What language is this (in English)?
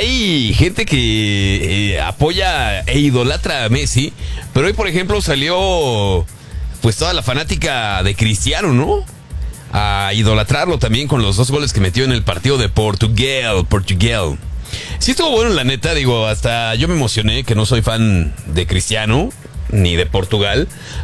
Spanish